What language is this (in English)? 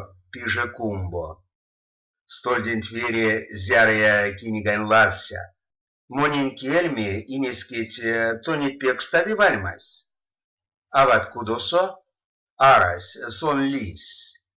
Erzya